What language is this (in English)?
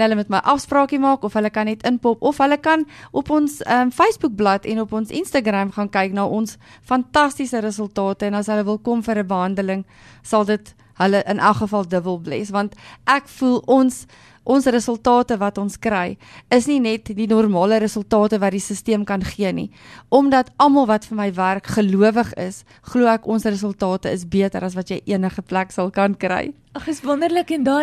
Afrikaans